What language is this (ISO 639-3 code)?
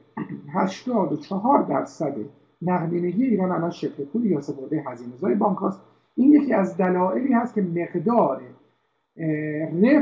fas